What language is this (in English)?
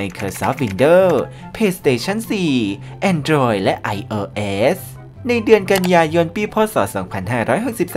Thai